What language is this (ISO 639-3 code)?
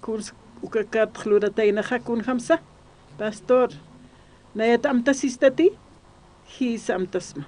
aym